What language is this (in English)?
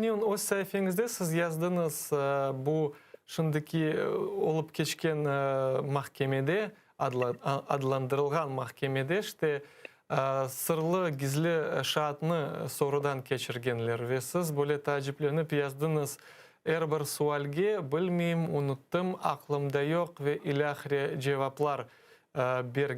Crimean Tatar